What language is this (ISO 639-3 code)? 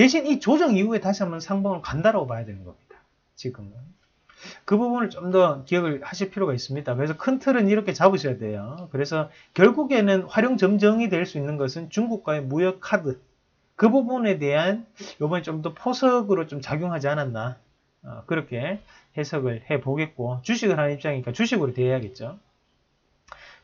kor